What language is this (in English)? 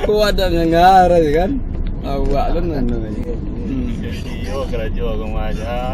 Minangkabau